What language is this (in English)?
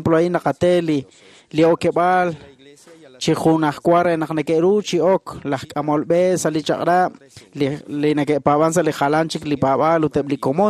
Kekchí